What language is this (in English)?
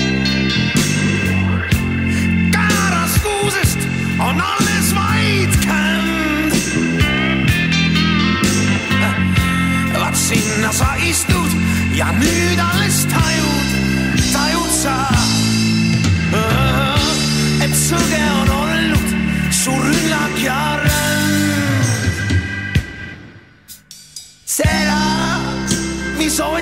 Estonian